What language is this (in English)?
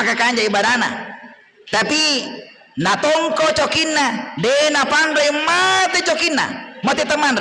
Buginese